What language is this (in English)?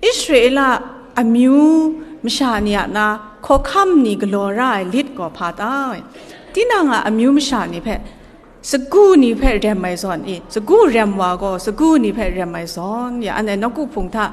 Kachin